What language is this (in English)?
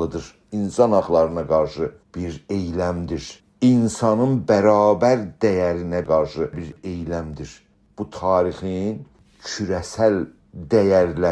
South Azerbaijani